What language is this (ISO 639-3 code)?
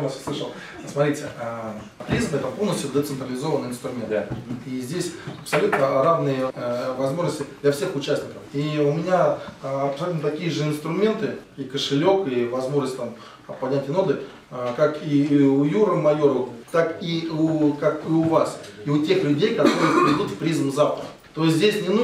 rus